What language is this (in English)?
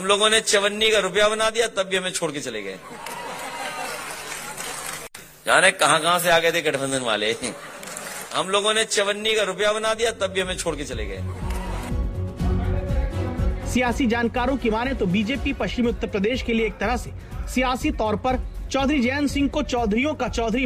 Hindi